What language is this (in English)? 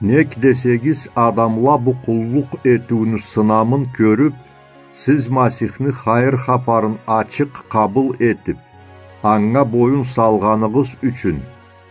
Karachay-Balkar